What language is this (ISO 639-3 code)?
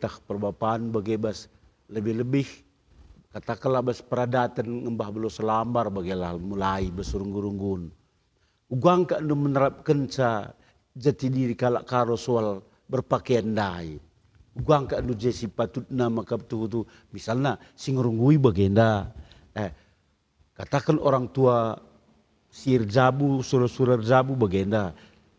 btx